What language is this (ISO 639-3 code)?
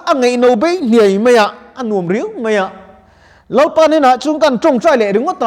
lus